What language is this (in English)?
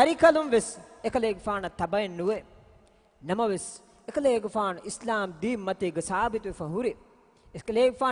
Divehi